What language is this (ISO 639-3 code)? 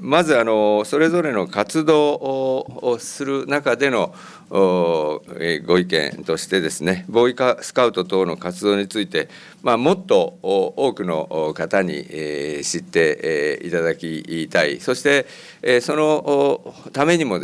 jpn